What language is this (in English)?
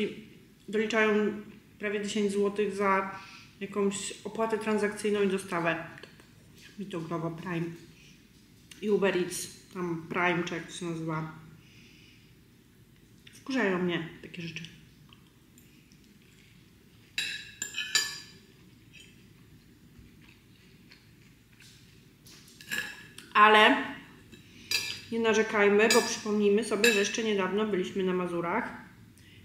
Polish